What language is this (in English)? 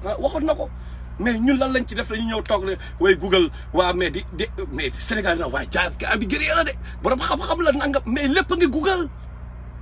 Wolof